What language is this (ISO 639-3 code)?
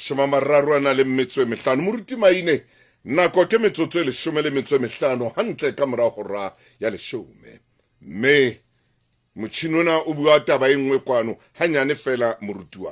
sot